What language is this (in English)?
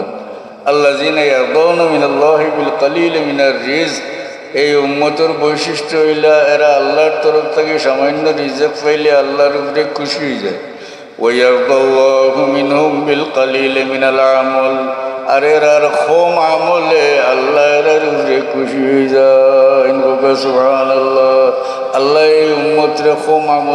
Sylheti